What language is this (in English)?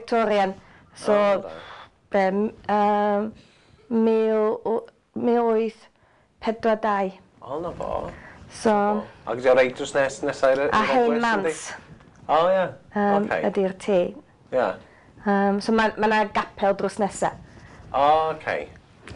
Welsh